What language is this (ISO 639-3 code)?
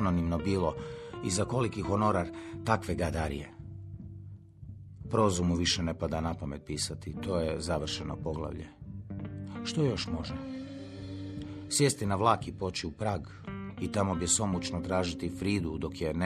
hrv